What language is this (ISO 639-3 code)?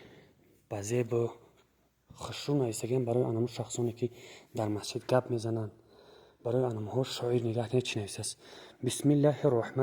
tgk